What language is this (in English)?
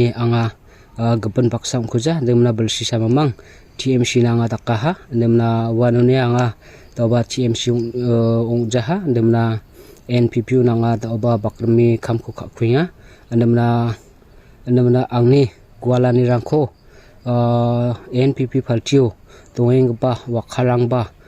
Garo